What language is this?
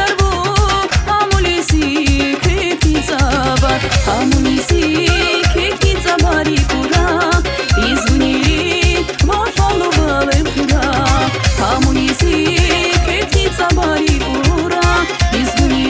Tabassaran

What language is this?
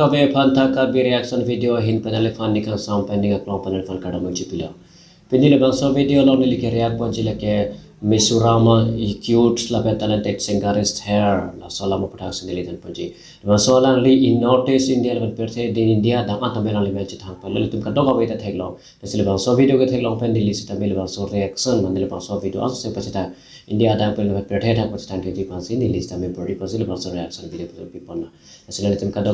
Karbi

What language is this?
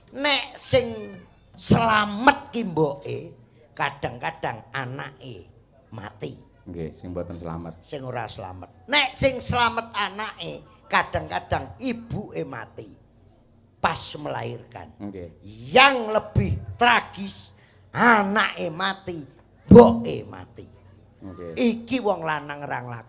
Javanese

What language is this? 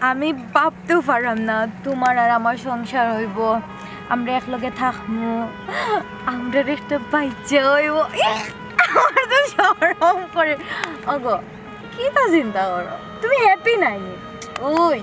Sylheti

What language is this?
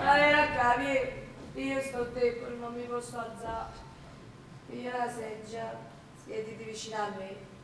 Neapolitan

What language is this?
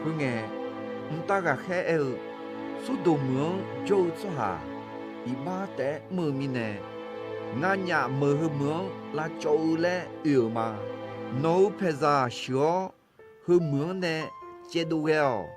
Akha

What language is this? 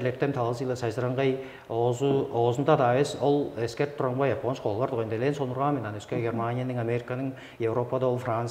Tuvinian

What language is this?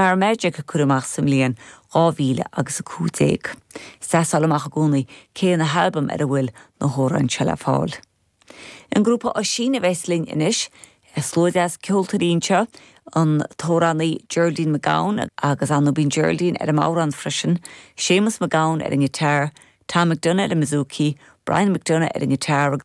Irish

